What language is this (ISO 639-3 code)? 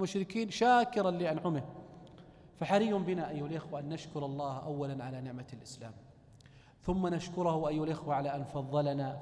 ara